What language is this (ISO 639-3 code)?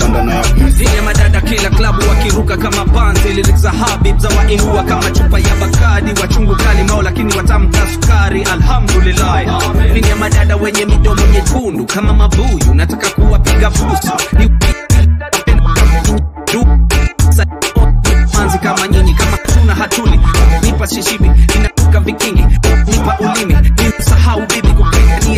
swa